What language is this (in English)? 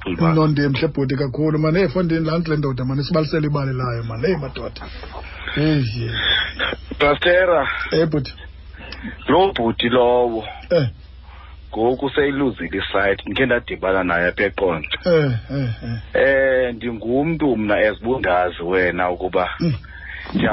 Xhosa